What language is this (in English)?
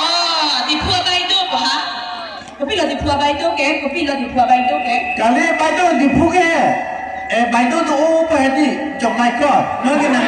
Karbi